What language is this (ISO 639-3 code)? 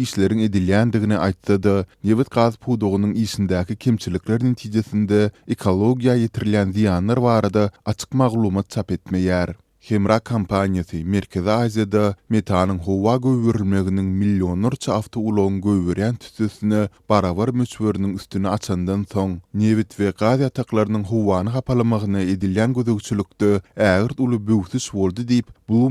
tuk